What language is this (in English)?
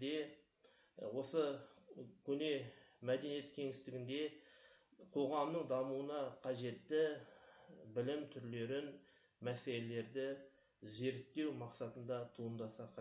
Kazakh